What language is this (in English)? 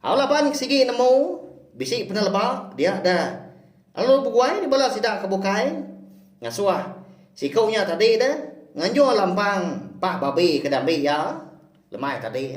Iban